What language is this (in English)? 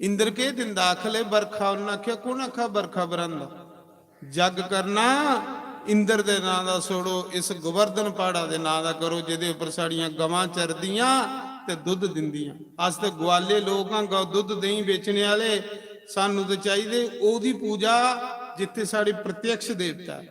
Dogri